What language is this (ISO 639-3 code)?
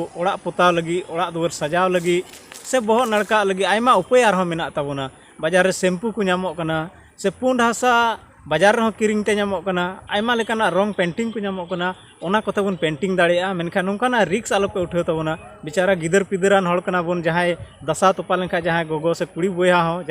sat